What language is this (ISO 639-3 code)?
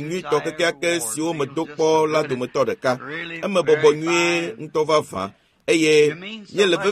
ewe